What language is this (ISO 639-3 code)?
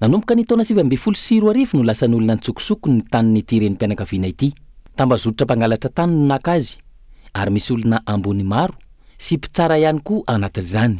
mlg